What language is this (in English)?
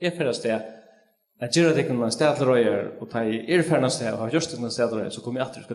Faroese